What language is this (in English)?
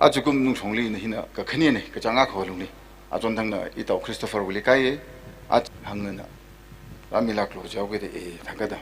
Tangkhul Naga (India)